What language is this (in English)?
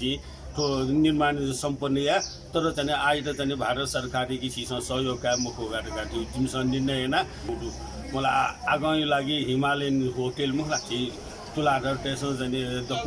Newari